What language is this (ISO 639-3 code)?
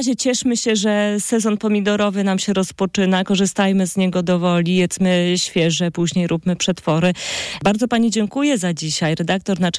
pol